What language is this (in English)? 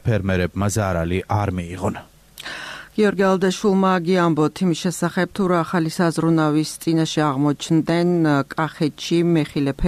Georgian